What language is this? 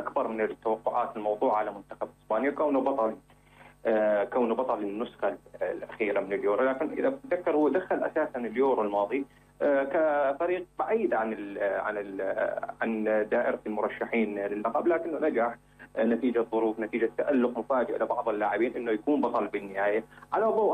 North Levantine Arabic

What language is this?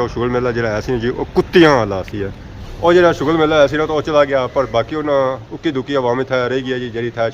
Pahari-Potwari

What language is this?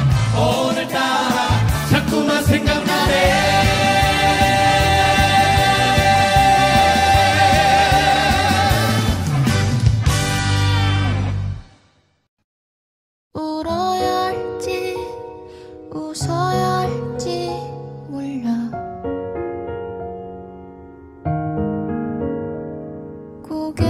Korean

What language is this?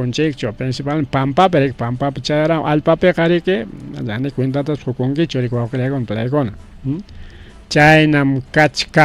Ayacucho Quechua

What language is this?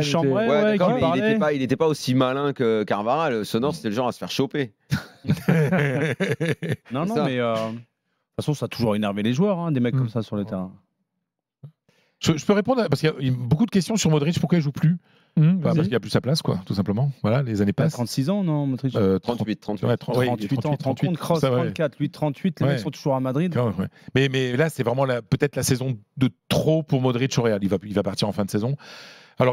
French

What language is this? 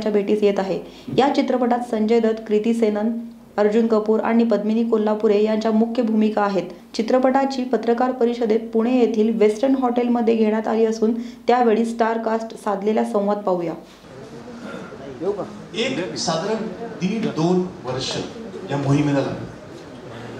Marathi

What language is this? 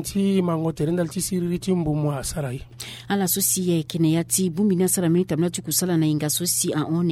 Sango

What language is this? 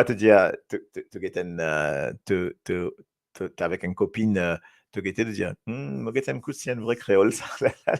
Morisyen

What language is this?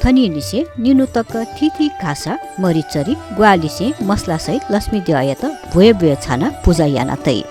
Newari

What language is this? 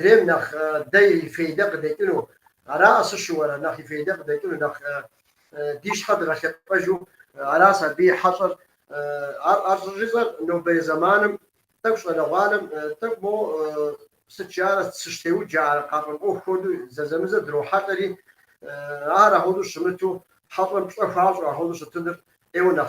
Kabardian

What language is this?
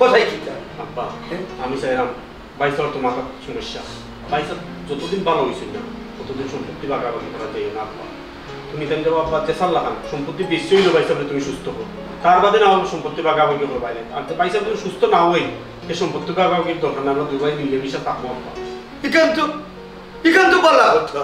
Sylheti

